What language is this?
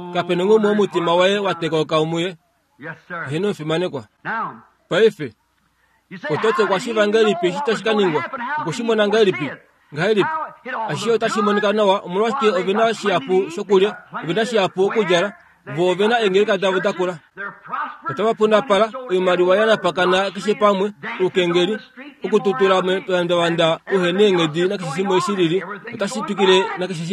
Kuanyama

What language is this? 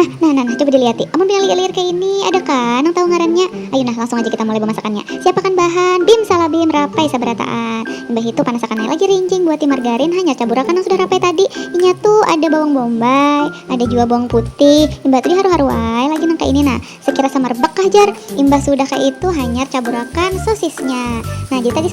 Banjar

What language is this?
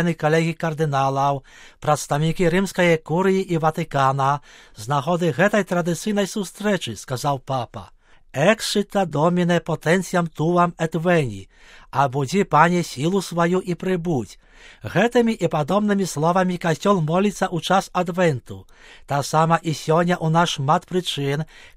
Belarusian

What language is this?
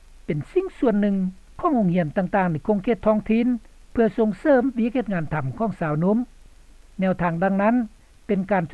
Lao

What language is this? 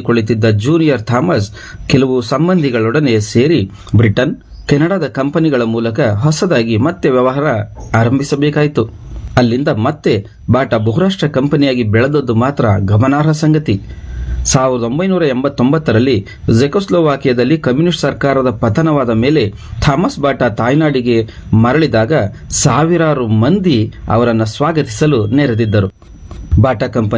Kannada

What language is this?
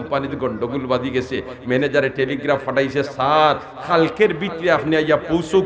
Sylheti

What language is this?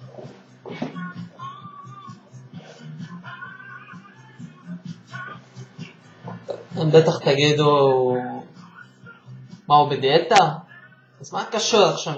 Hebrew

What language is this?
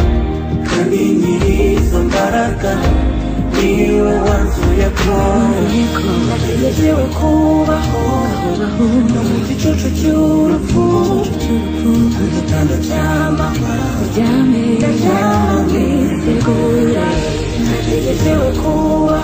Kinyarwanda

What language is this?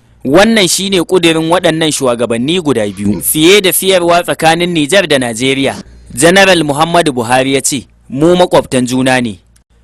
Hausa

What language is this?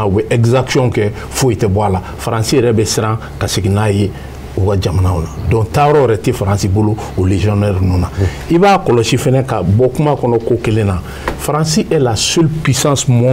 Bambara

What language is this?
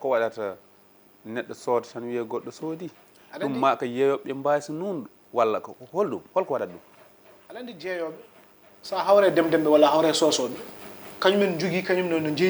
Fula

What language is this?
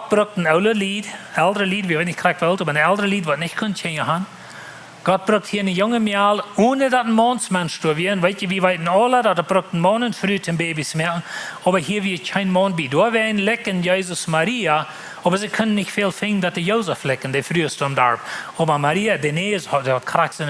Plautdietsch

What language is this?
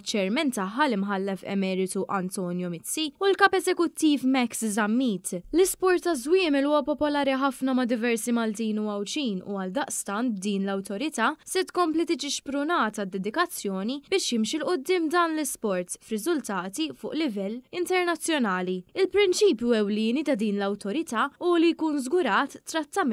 Maltese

